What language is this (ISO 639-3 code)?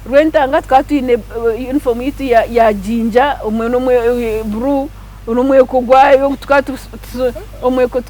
nyn